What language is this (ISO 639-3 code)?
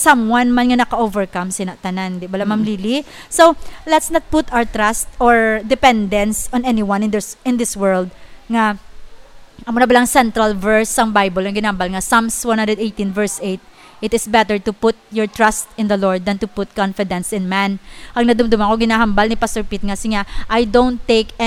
hil